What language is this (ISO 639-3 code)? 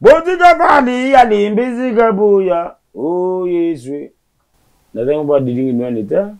lin